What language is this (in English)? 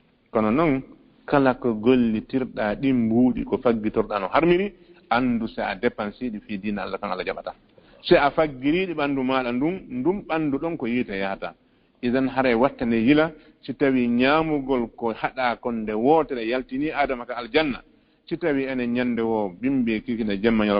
Fula